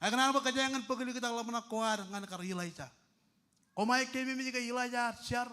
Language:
Marshallese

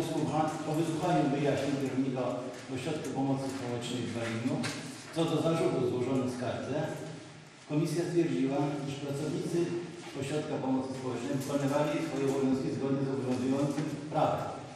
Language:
Polish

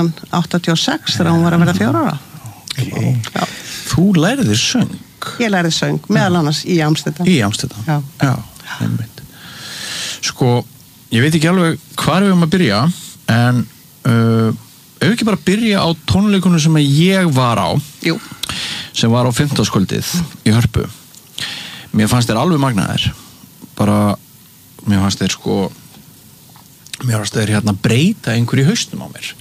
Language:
Icelandic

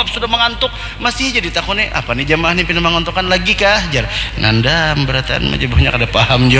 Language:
Banjar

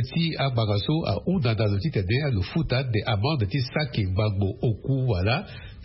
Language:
Sango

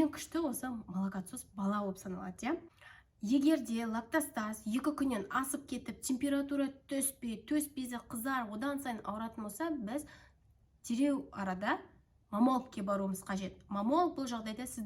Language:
Kazakh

